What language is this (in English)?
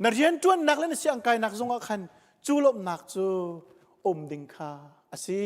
Hakha Chin